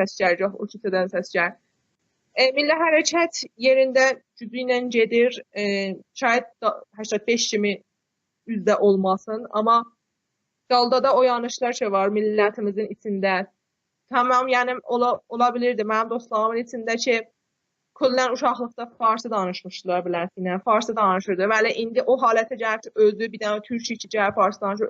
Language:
South Azerbaijani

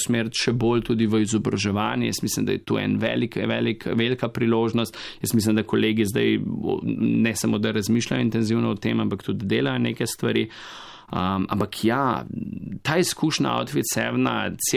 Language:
Slovenian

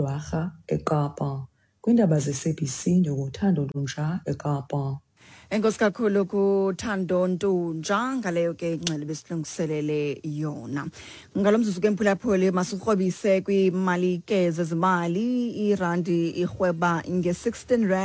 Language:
Xhosa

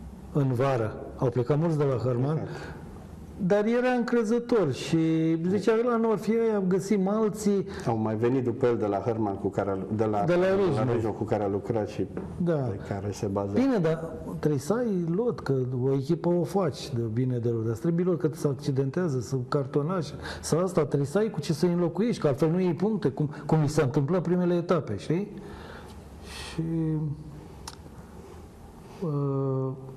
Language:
Romanian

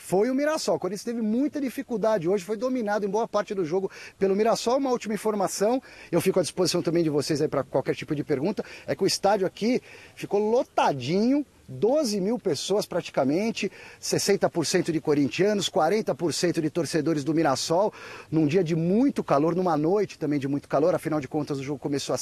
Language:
Portuguese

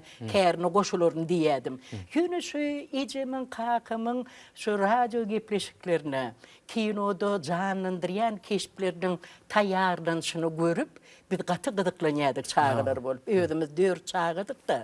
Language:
Turkmen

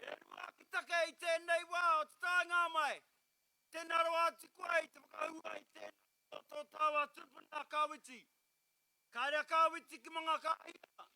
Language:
Māori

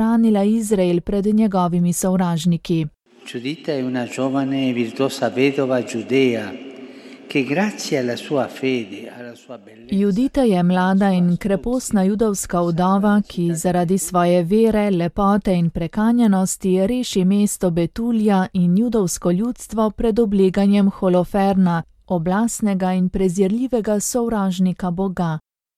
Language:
Slovenian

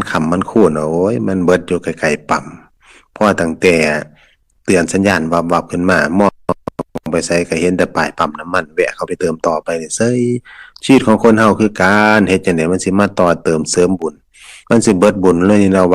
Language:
Northeastern Thai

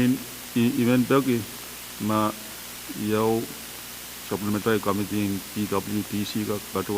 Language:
Pohnpeian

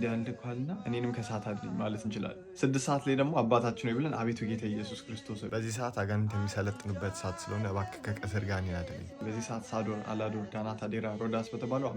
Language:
Amharic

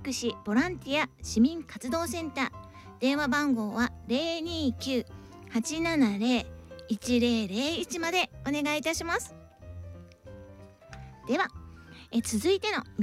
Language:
Japanese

